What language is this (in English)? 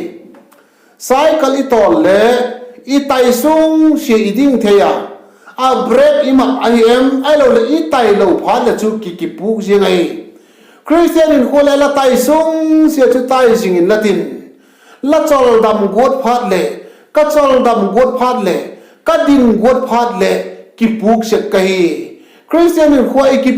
Vaiphei